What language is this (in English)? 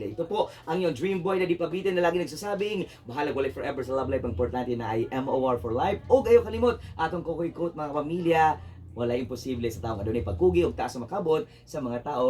Cebuano